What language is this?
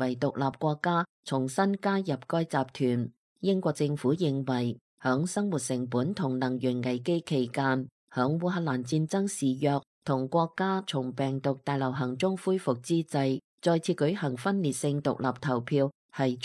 Cantonese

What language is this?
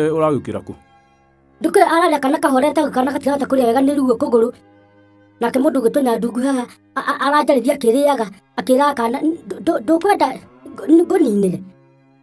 Kikuyu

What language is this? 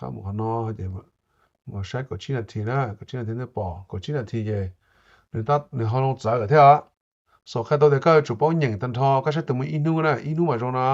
Hmong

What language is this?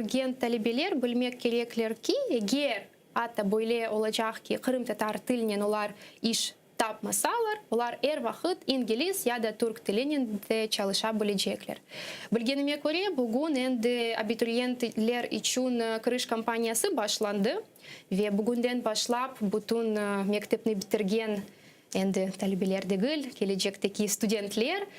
Crimean Tatar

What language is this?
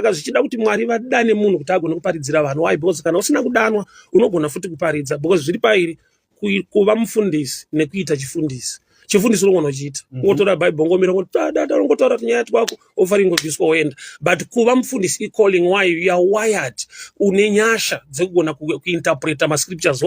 Shona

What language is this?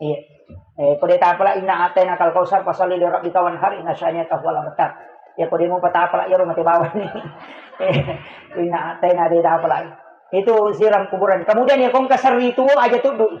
Buginese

